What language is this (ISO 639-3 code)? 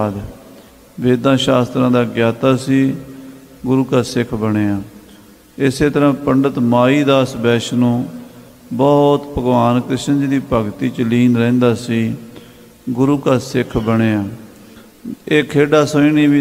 pan